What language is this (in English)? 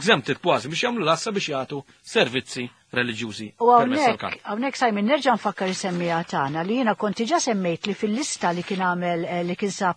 Maltese